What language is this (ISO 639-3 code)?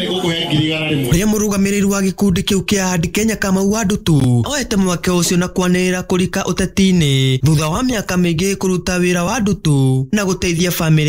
kik